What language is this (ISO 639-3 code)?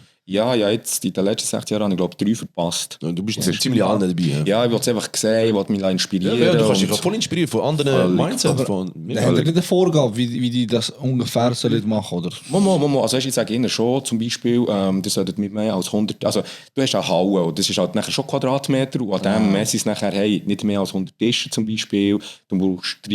gsw